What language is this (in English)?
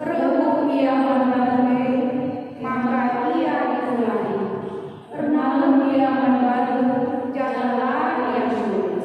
Batak Karo